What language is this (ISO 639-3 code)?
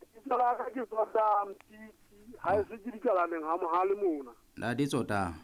sot